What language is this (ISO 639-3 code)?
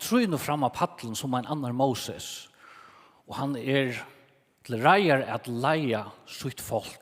fao